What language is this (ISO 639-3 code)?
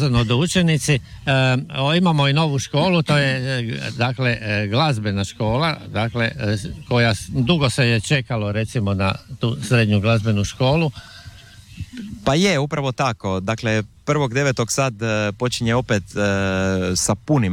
hrv